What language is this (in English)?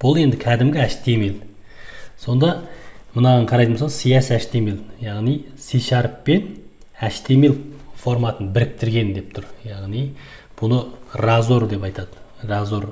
Kazakh